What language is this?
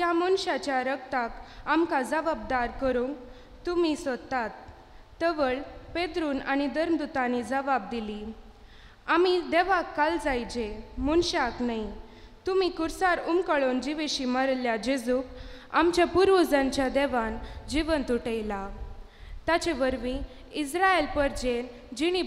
Konkani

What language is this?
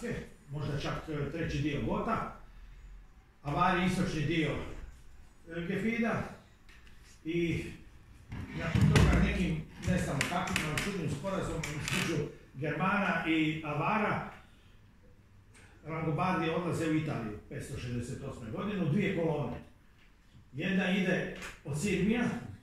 Croatian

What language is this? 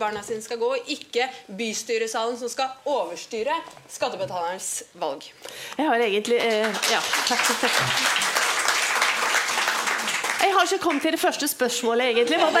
Norwegian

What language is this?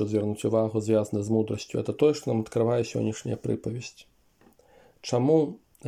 Belarusian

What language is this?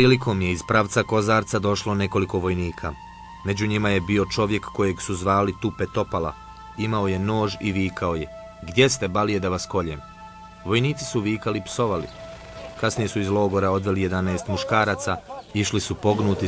Bosnian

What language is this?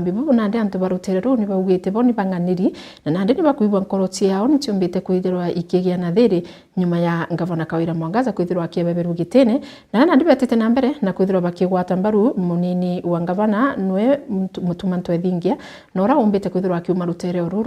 Meru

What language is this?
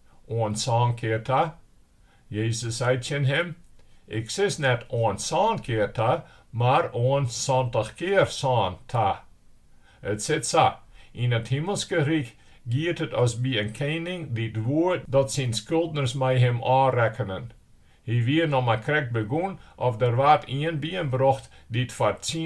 Western Frisian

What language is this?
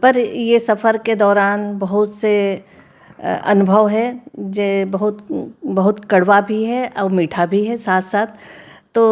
Chhattisgarhi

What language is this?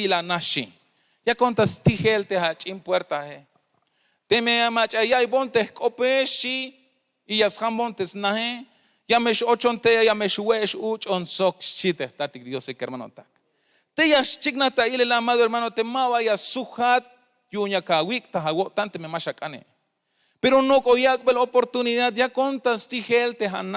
Tzeltal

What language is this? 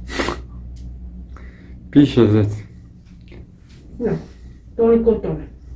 Croatian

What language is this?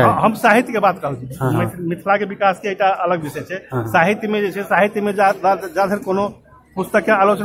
Maithili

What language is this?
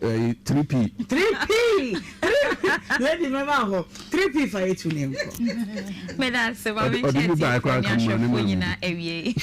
Akan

